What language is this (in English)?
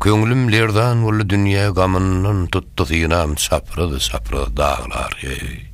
Turkmen